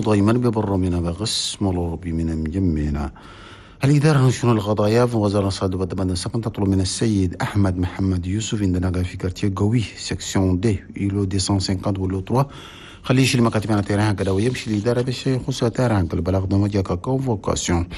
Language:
Chadian Arabic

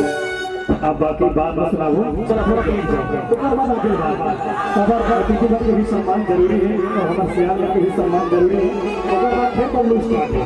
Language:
Chhattisgarhi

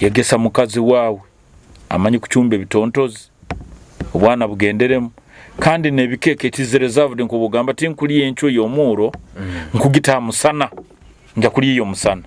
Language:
Nyoro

